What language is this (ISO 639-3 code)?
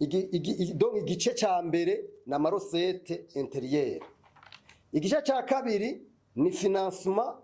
run